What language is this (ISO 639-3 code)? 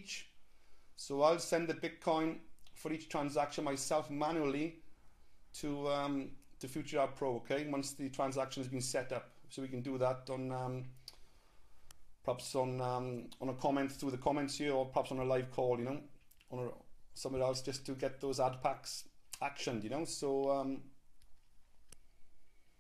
eng